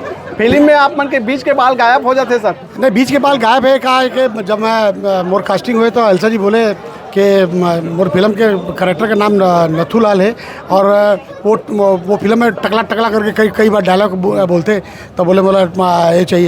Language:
Chhattisgarhi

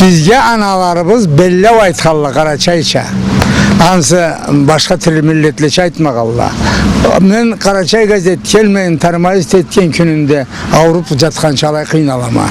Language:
Karachay-Balkar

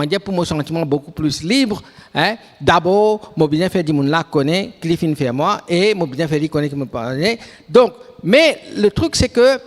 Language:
Morisyen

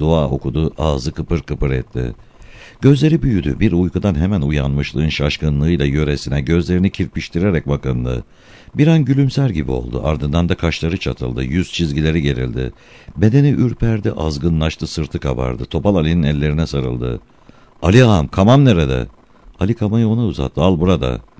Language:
Turkish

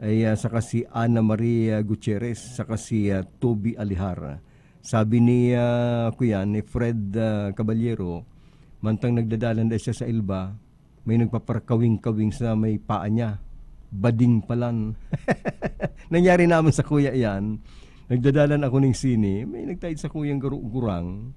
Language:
Bikol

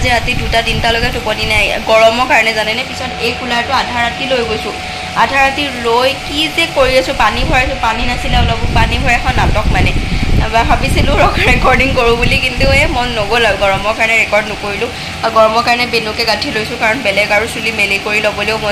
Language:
Assamese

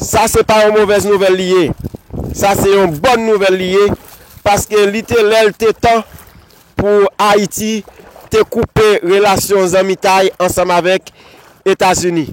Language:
Haitian Creole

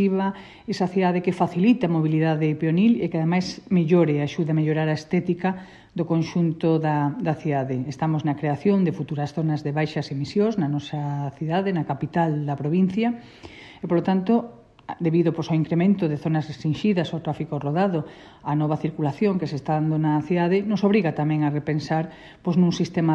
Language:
Galician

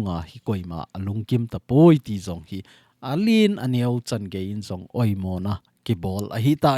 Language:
Thado Chin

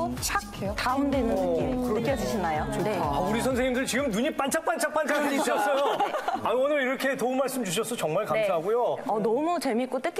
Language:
Korean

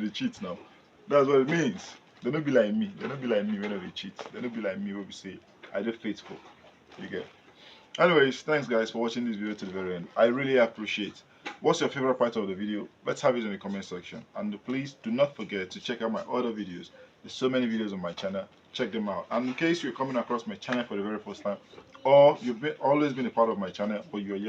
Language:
Nigerian Pidgin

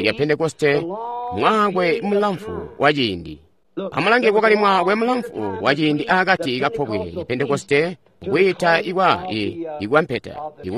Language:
Tonga (Zambia)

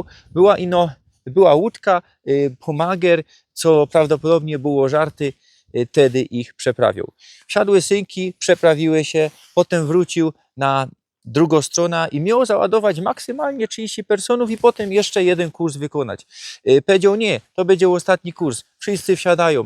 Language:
Silesian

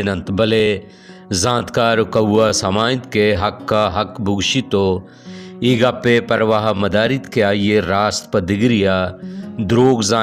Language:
Baluchi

